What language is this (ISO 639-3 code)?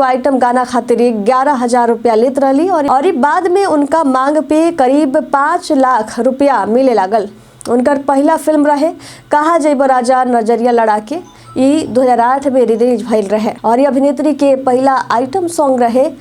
bho